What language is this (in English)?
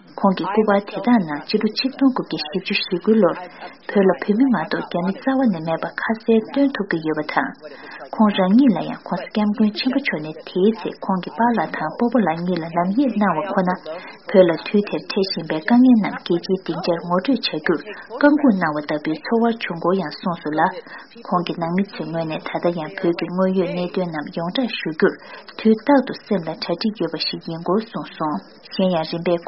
Tibetan